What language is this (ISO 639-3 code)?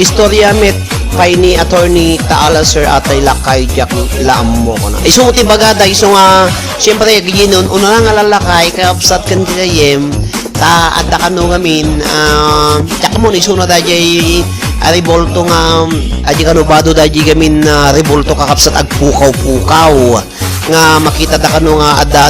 ilo